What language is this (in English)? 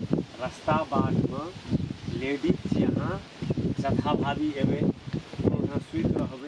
Maithili